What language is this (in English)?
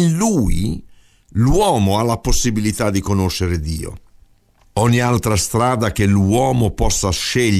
Italian